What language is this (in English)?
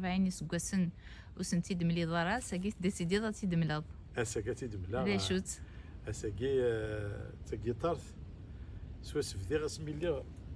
Kabyle